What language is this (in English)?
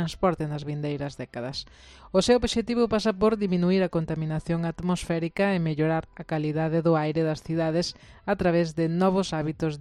Galician